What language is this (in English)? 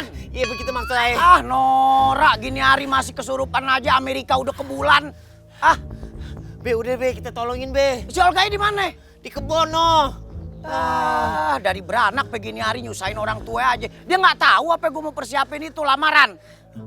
Betawi